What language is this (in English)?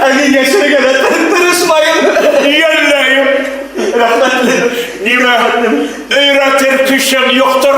Bashkir